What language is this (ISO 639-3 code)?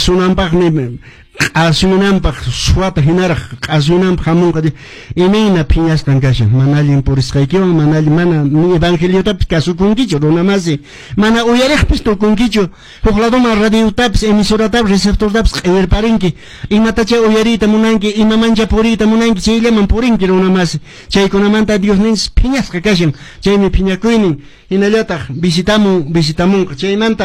que